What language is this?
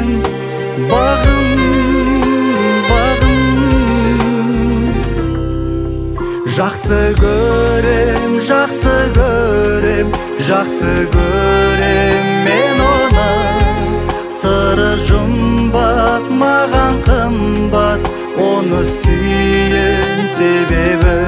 Kazakh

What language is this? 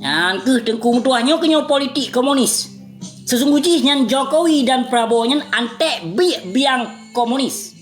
Achinese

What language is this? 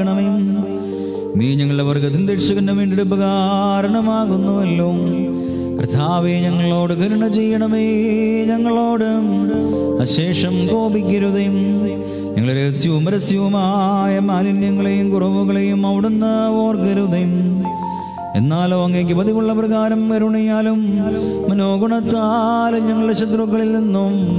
Malayalam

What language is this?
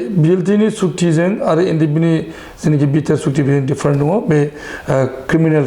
Bodo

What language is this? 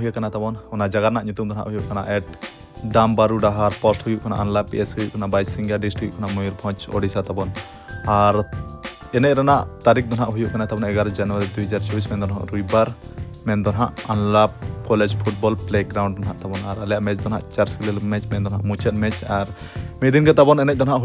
Santali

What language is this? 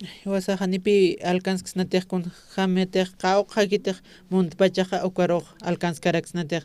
Aymara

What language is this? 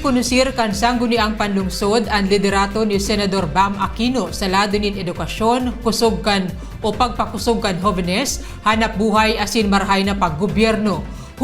Bikol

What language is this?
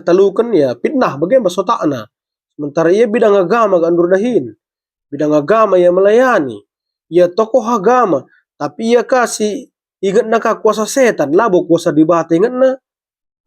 Batak Karo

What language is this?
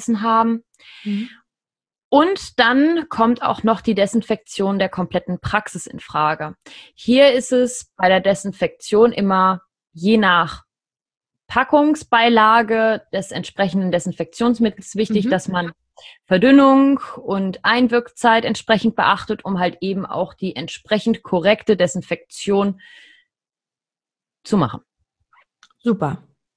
German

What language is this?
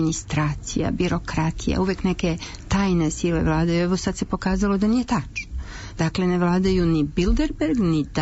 Serbian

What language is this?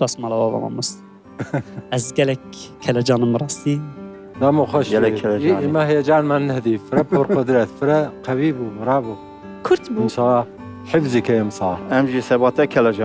Kurdish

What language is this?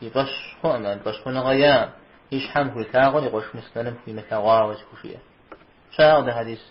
Kabardian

